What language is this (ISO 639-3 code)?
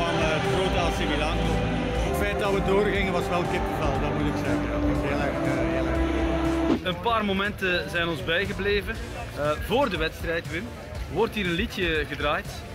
nld